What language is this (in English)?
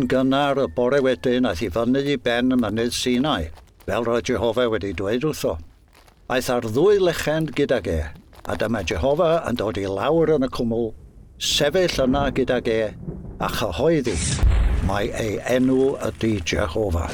Welsh